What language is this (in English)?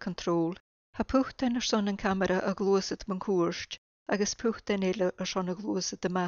Scottish Gaelic